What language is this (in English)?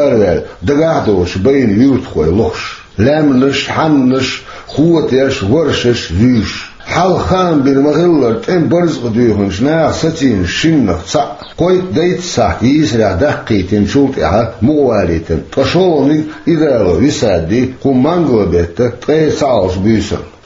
Chechen